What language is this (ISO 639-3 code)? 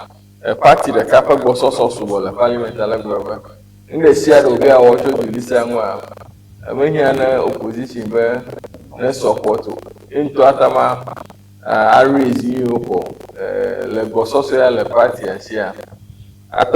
ewe